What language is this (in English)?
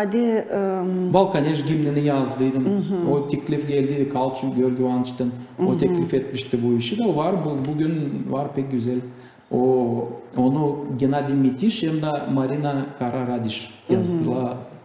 Gagauz